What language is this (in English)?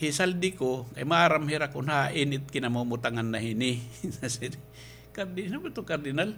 Waray